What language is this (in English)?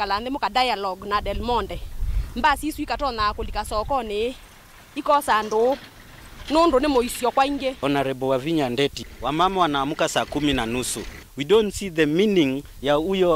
Kamba